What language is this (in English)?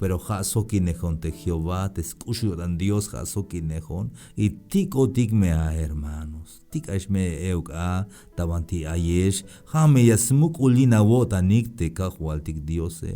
Tzeltal